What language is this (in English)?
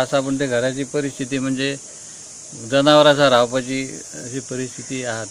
Konkani